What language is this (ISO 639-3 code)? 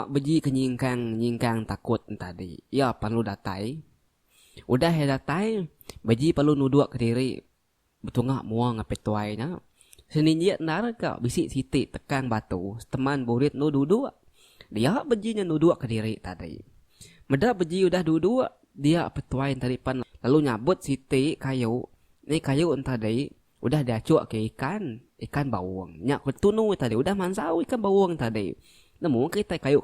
iba